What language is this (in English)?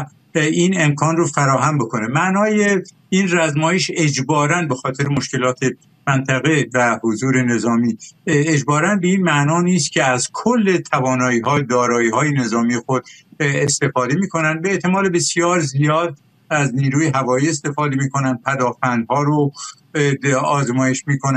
Persian